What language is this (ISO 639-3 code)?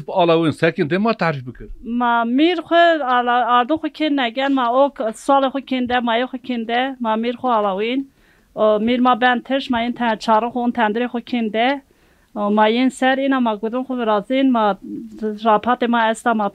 zza